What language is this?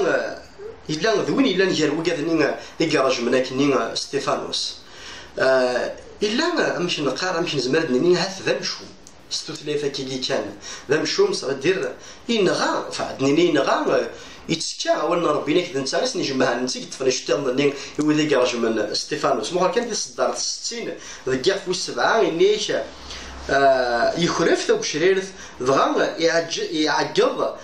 Kabyle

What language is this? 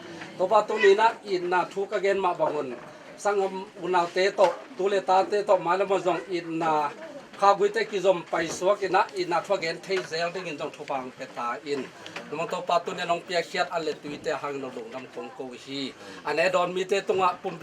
Tedim Chin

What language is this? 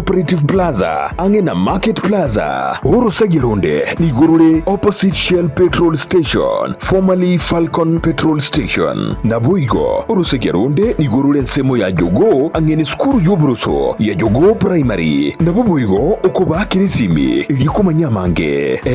Gusii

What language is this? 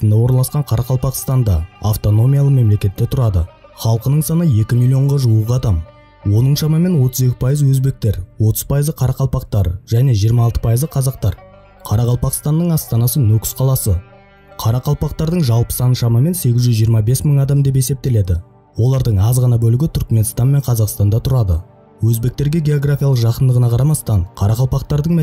Kara-Kalpak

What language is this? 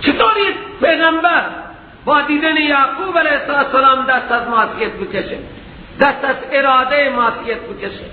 Persian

